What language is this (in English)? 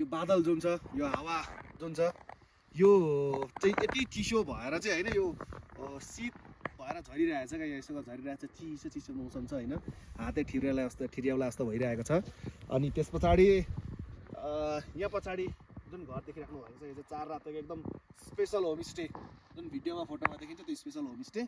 Nepali